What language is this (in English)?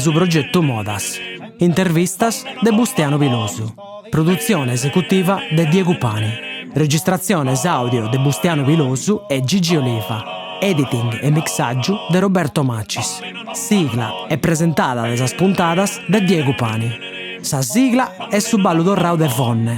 Sardinian